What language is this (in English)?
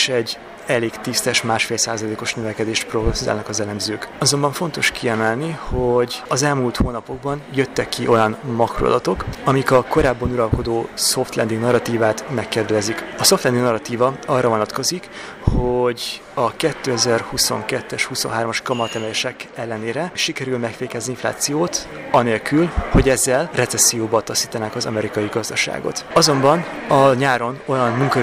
Hungarian